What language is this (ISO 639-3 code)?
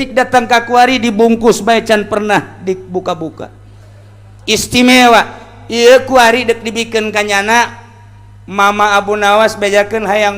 sun